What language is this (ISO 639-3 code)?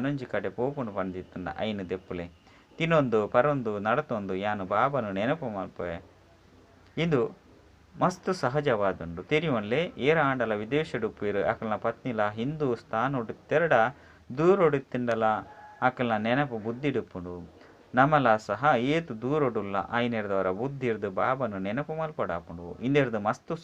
tcy